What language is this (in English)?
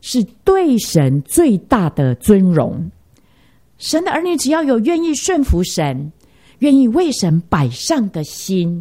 Chinese